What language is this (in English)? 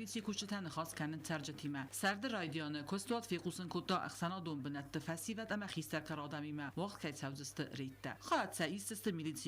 Ossetic